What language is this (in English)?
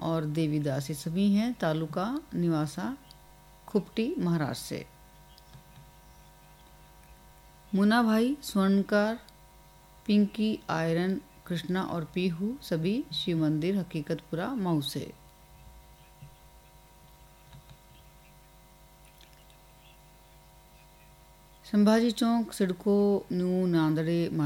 Hindi